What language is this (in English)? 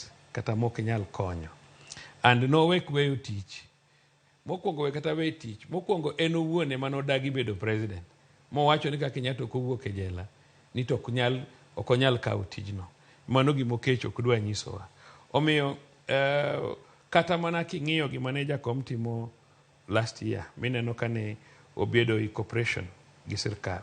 Luo (Kenya and Tanzania)